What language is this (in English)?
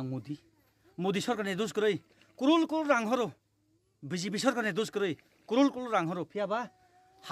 Kok Borok